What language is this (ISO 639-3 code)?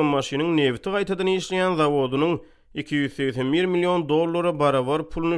tuk